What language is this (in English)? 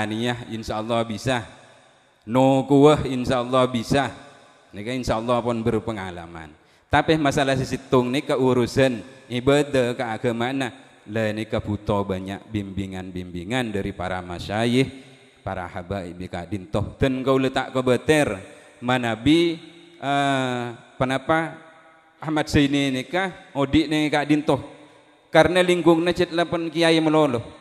Madurese